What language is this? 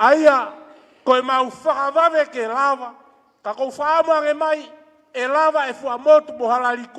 Tongan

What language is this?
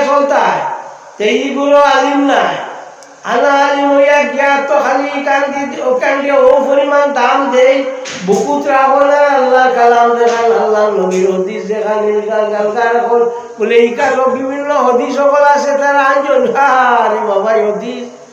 Sylheti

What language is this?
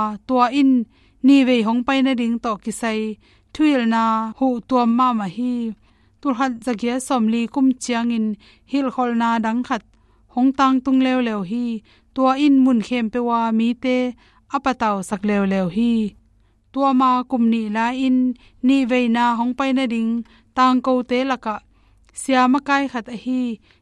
Tedim Chin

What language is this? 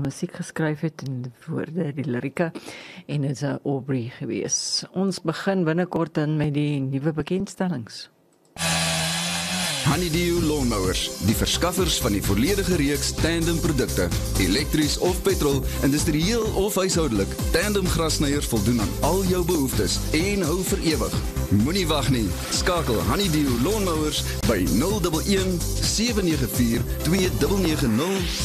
Afrikaans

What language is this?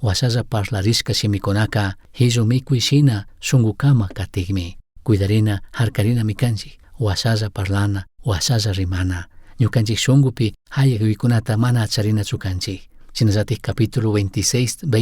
Chimborazo Highland Quichua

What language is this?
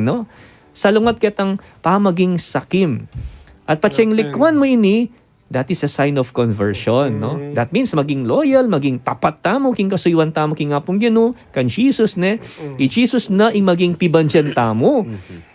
Pampanga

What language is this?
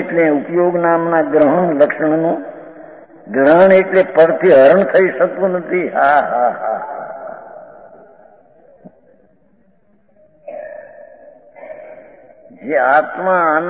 Gujarati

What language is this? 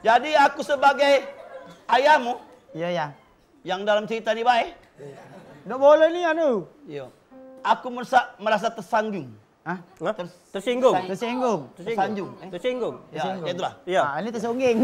Musi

